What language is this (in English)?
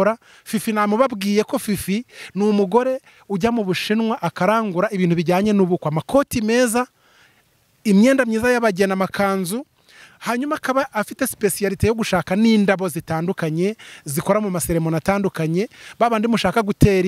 Kinyarwanda